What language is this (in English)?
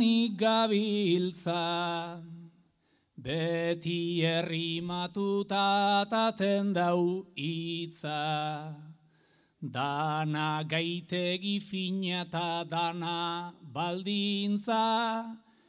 Basque